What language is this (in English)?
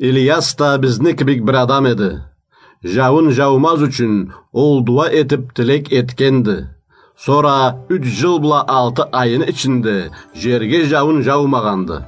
Karachay-Balkar